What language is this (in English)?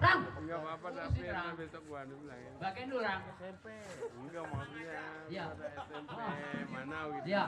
Betawi